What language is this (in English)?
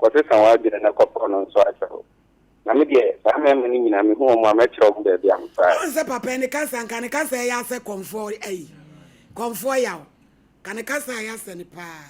Akan